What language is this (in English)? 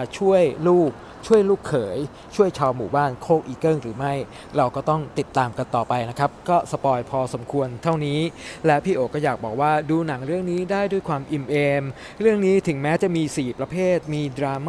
Thai